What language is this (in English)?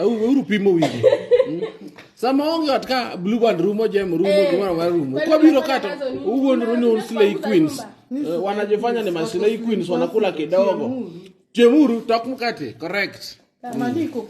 Luo (Kenya and Tanzania)